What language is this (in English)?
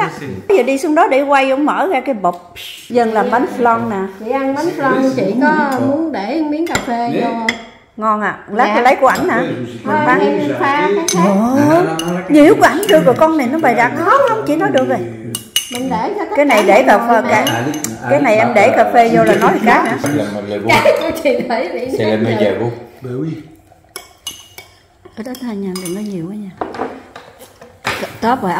Vietnamese